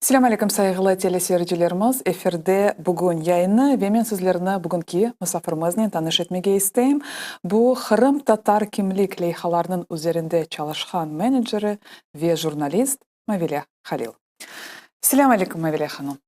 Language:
Crimean Tatar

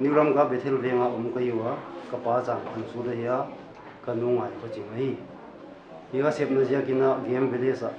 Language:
Paite Chin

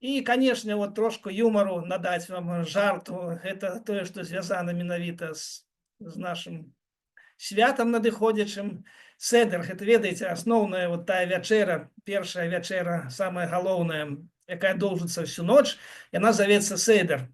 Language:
Belarusian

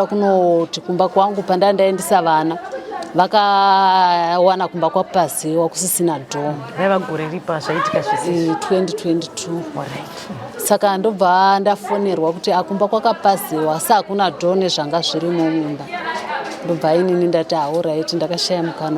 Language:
Shona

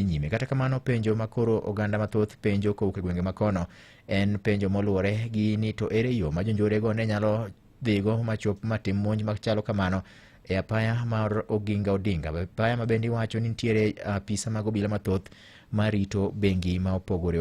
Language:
Luo (Kenya and Tanzania)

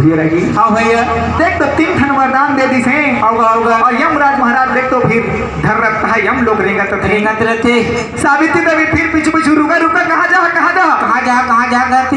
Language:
Chhattisgarhi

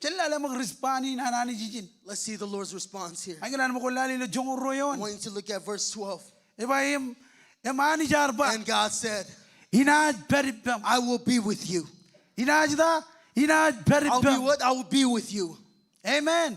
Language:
Marshallese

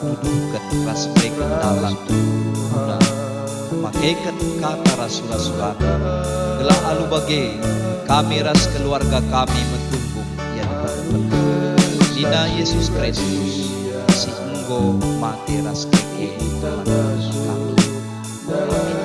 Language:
Batak Karo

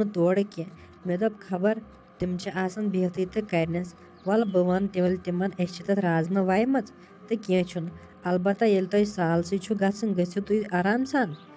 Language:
Kashmiri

